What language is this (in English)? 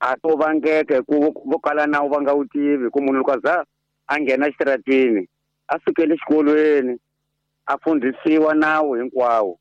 Tsonga